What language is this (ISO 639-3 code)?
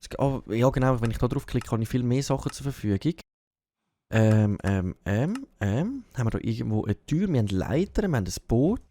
gsw